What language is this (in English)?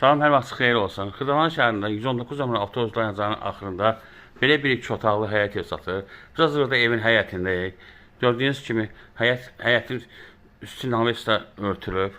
Azerbaijani